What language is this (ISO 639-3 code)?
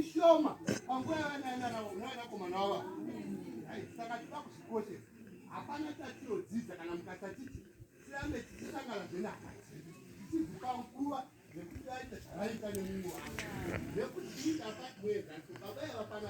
sna